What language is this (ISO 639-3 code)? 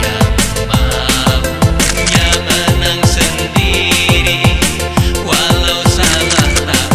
mfp